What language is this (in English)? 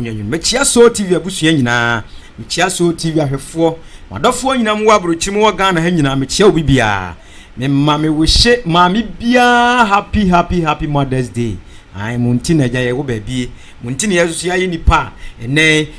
Akan